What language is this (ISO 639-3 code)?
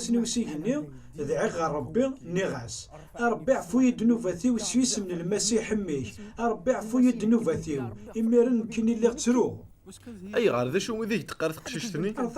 kab